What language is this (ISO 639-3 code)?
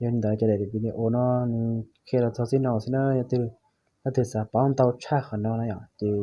hmn